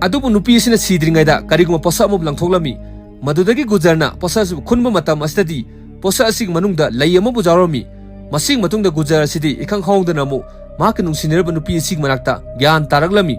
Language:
Manipuri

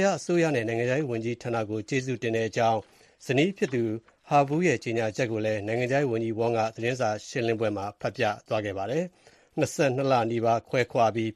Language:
Burmese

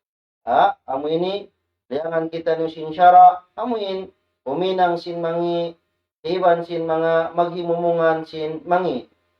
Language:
Tausug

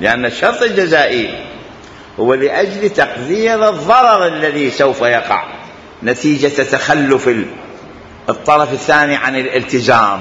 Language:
Mesopotamian Arabic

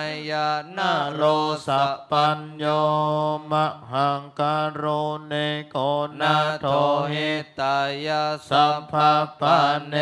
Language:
Pali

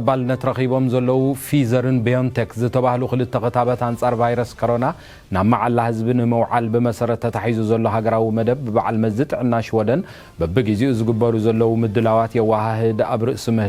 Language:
Tigrinya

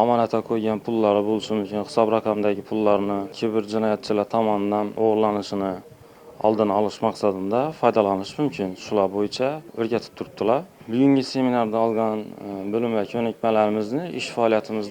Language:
Uzbek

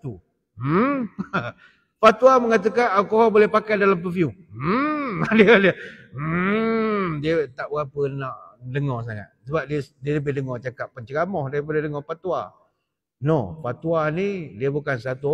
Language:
Malay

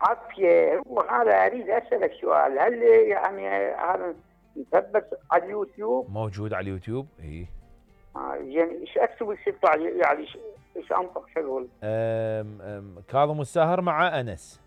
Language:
Mesopotamian Arabic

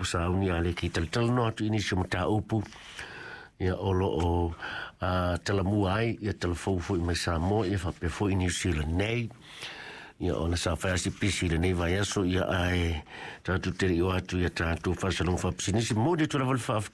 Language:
Samoan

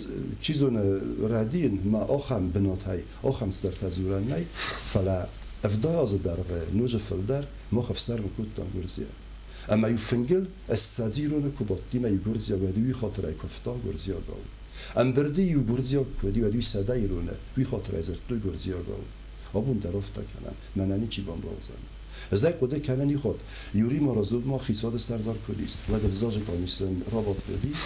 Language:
Ossetic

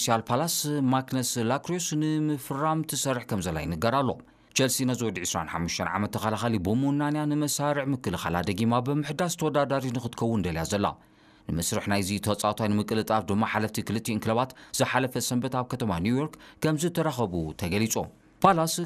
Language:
Tigrinya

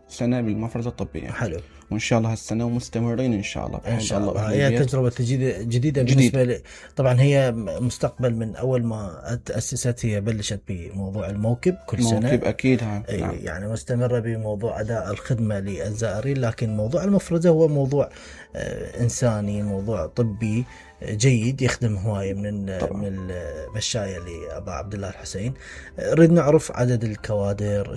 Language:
Mesopotamian Arabic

